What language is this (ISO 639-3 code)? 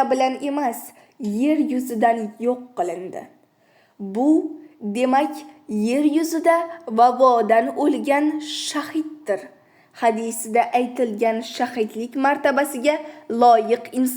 uzb